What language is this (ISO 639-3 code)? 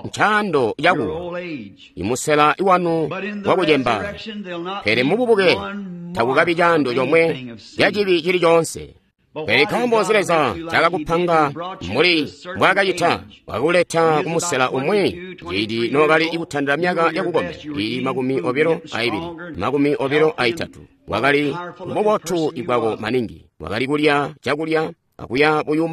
toi